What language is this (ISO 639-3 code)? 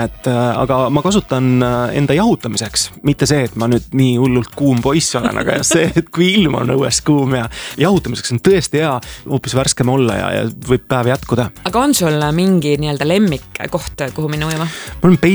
est